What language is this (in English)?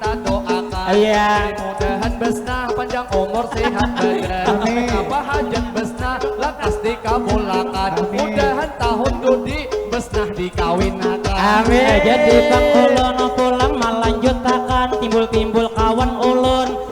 Banjar